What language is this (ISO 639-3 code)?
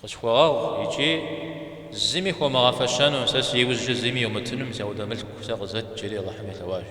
kbd